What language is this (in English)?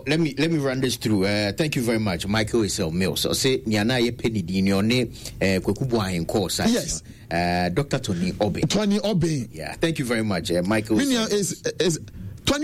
Akan